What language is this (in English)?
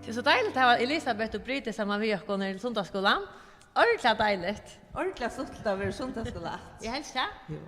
Faroese